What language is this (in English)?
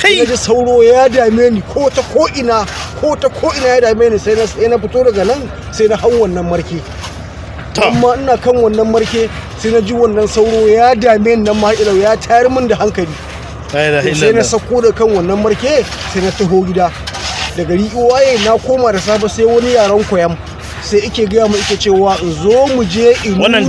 Hausa